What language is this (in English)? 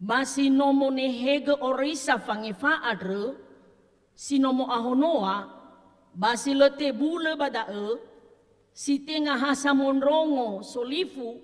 Nias